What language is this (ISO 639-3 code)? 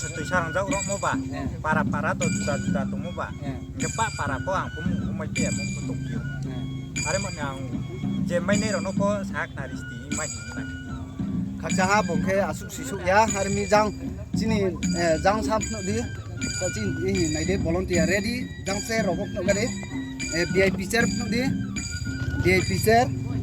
ria